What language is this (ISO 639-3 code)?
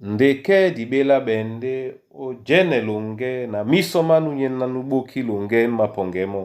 dua